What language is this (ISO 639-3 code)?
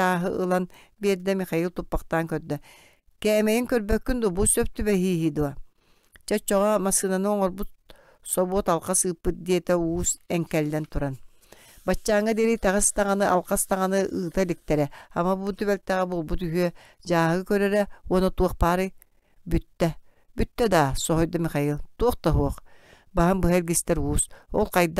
sah